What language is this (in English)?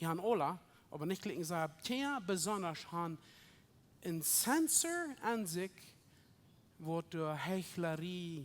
Plautdietsch